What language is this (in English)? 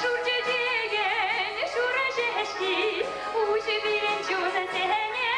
Chuvash